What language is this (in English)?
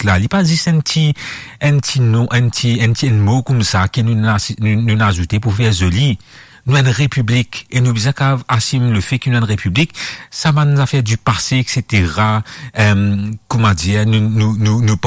Morisyen